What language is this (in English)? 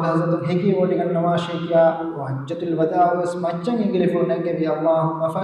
Divehi